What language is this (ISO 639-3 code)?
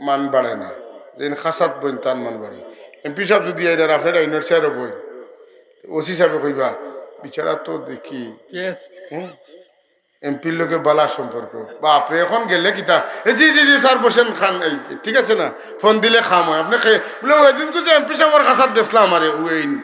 syl